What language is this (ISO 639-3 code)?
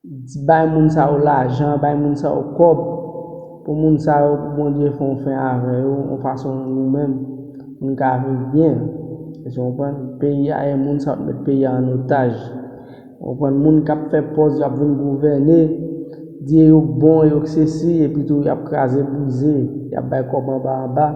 hat